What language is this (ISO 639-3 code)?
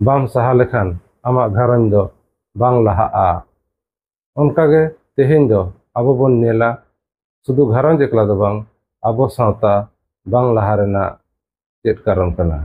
sat